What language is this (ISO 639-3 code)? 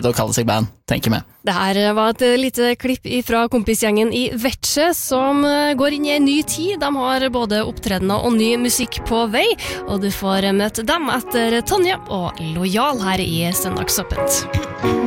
nor